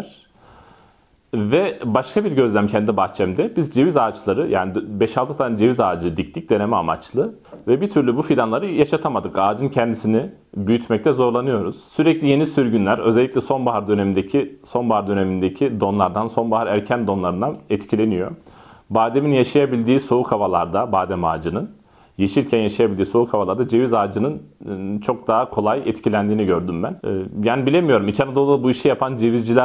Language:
Turkish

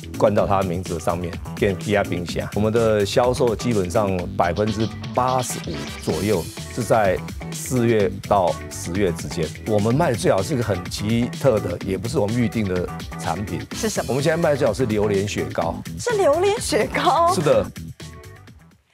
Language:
Chinese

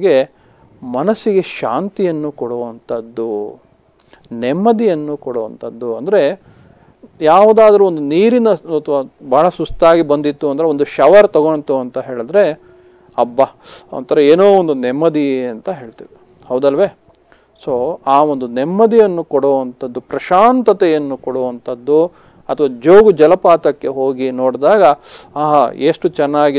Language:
Kannada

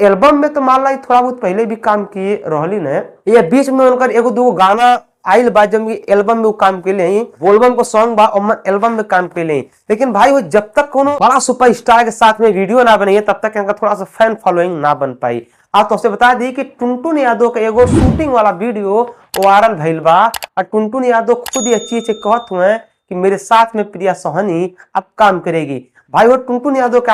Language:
Bhojpuri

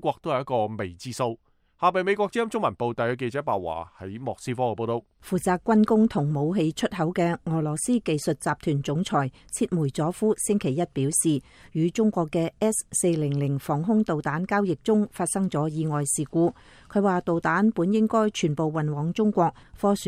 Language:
Cantonese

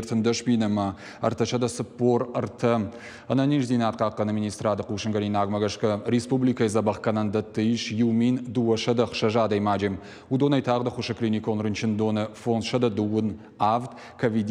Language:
Ossetic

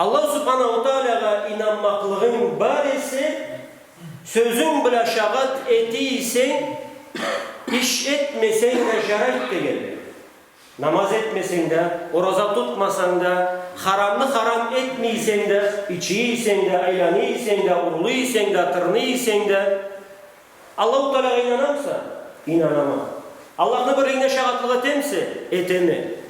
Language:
Karachay-Balkar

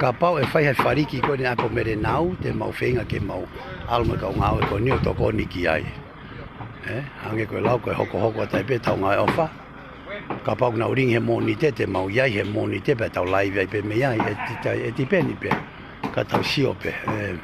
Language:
Tongan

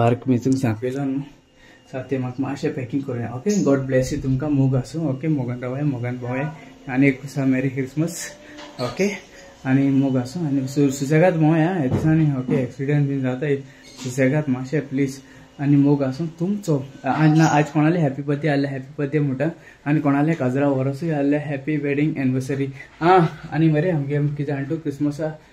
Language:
Konkani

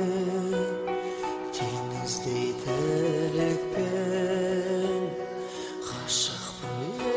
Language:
Kazakh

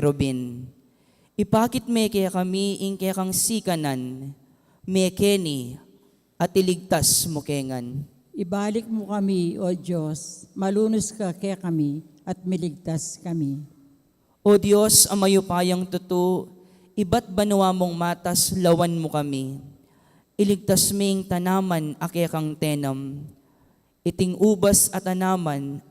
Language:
Pampanga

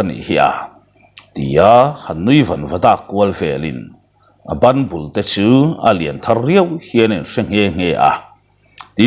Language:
Mizo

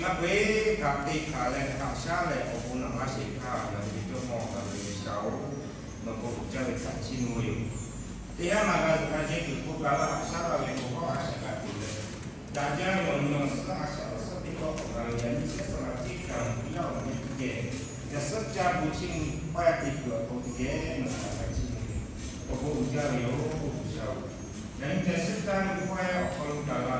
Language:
Lahu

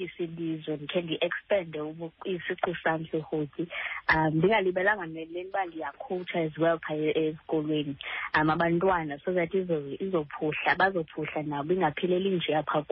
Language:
Xhosa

